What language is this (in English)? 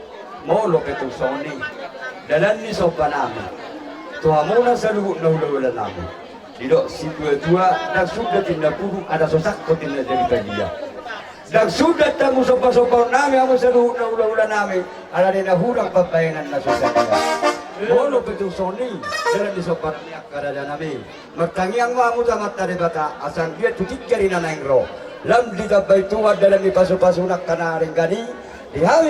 Batak Toba